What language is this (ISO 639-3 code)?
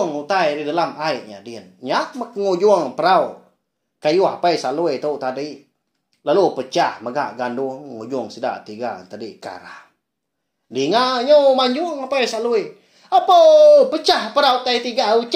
iba